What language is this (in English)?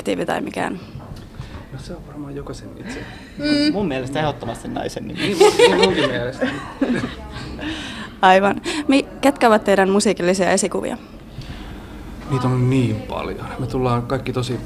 Finnish